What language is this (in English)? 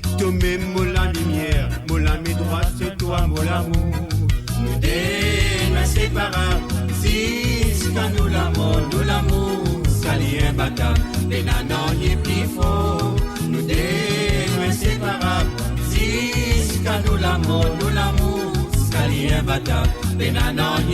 Morisyen